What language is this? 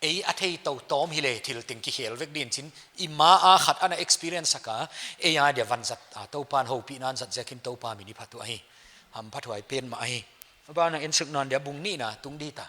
Paite Chin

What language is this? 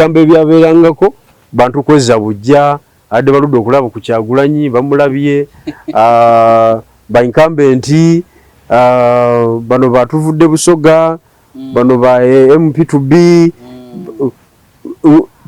Ganda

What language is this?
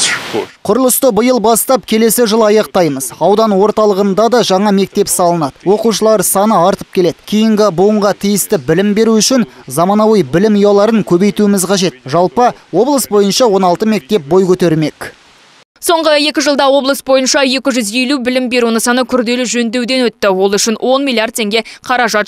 Kazakh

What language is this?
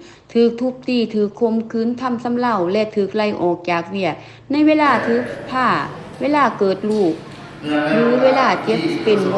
Lao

